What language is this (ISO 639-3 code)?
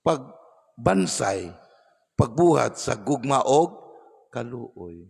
ceb